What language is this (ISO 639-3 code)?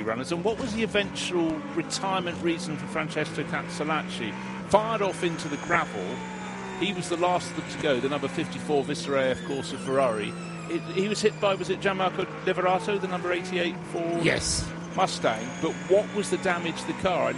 eng